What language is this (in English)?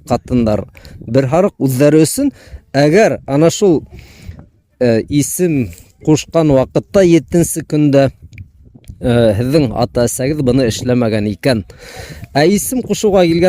Bashkir